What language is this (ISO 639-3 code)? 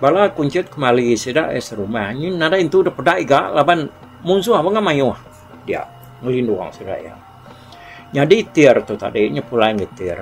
iba